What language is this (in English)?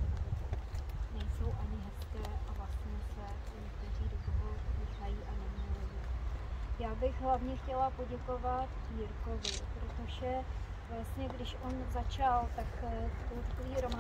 Czech